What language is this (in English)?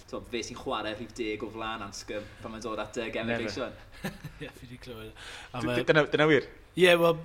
Welsh